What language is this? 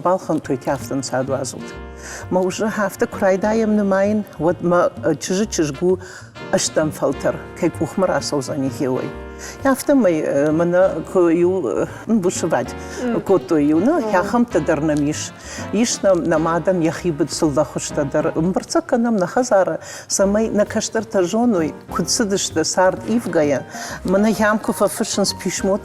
Ossetic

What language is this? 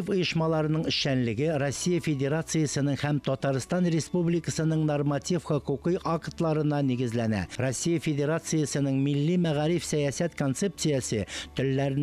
Tatar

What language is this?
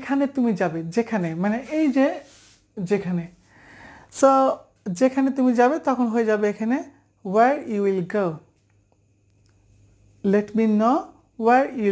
Bangla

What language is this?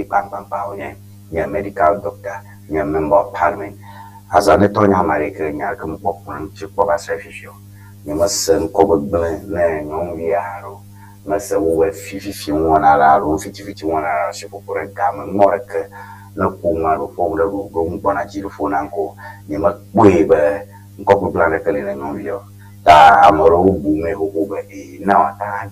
Ewe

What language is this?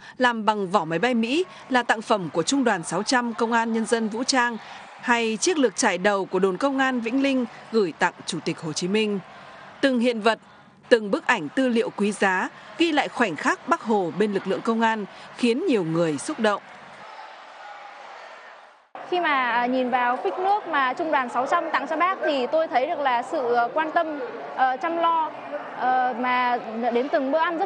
Vietnamese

